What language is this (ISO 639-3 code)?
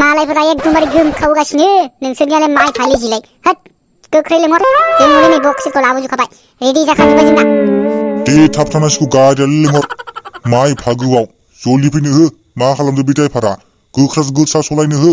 brx